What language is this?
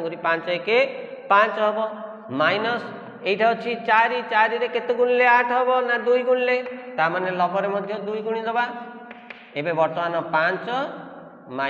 Odia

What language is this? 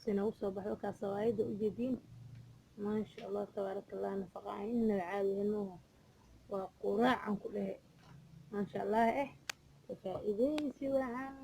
Somali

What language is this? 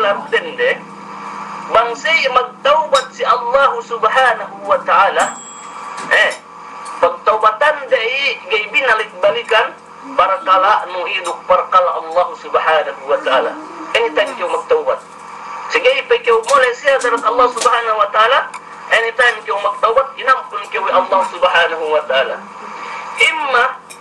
Yakan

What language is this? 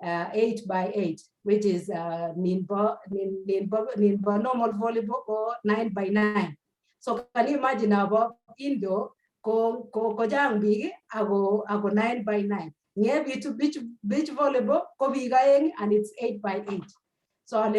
Kalenjin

